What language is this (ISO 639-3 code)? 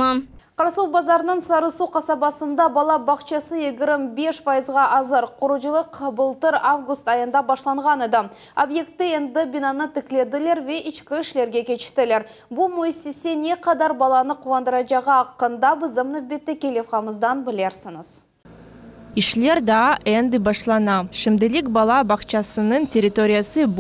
crh